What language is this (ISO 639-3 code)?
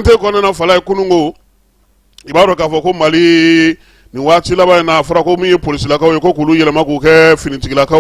bam